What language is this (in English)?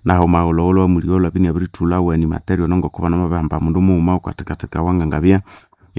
Nande